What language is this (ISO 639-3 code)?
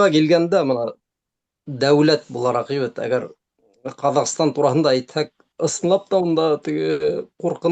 bak